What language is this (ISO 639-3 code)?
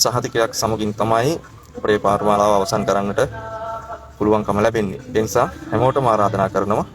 sin